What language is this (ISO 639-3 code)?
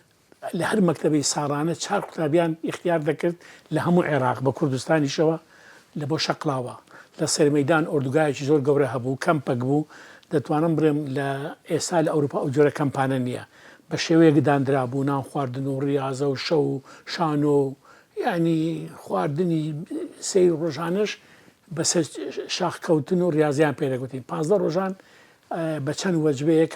ckb